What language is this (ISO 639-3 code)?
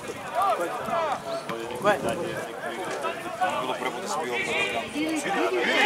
srp